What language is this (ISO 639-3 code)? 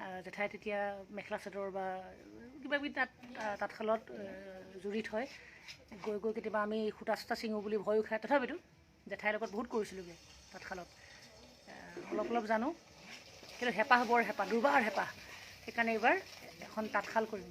asm